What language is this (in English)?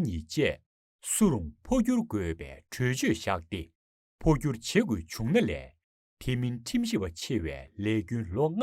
Tibetan